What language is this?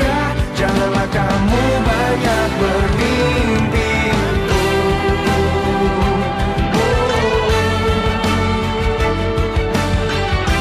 Indonesian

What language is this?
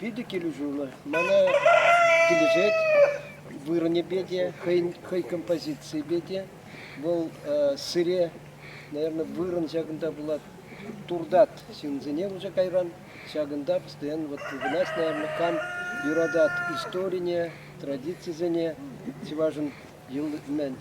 Chuvash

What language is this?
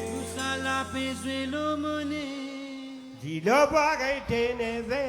Morisyen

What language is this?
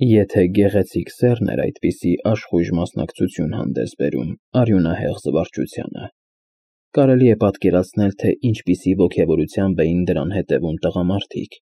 Armenian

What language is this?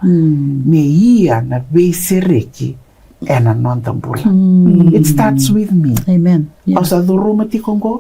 Fijian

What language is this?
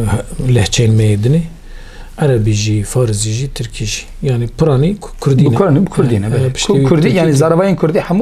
Kurdish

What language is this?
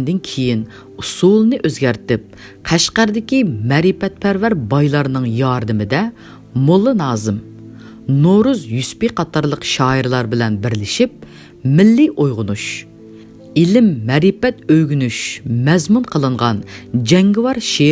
Uyghur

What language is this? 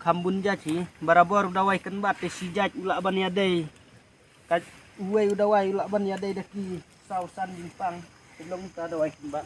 Khasi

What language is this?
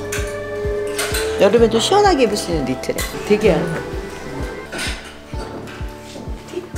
Korean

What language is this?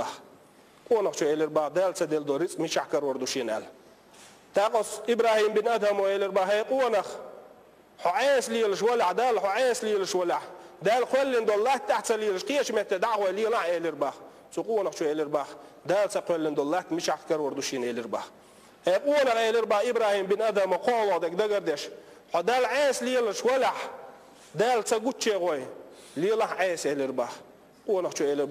Chechen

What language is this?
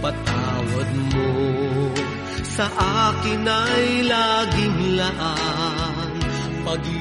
Filipino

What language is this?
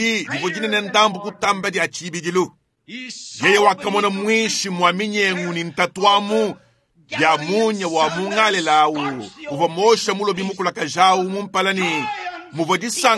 Luba-Lulua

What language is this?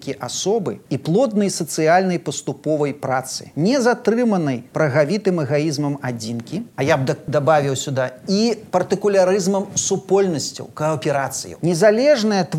Belarusian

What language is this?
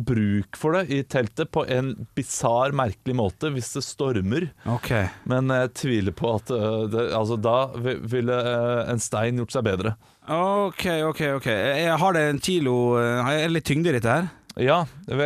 Norwegian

